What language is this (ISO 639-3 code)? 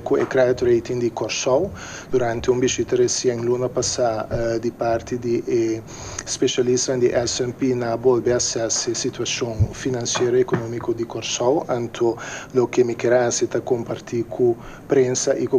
pap